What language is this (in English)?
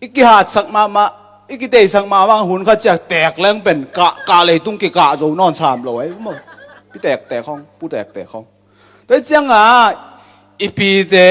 Tedim Chin